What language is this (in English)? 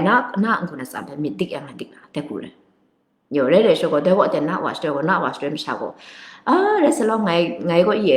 Kachin